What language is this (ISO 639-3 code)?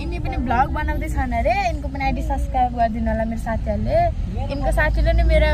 nep